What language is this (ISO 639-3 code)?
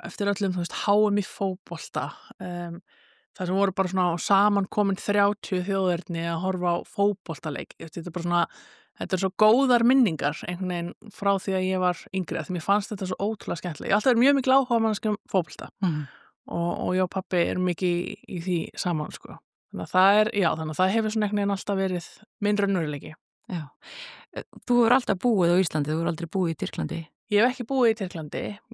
isl